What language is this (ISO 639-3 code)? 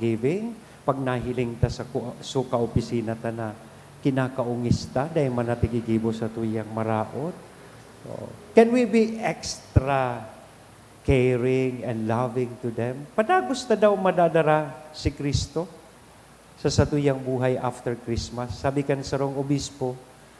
bik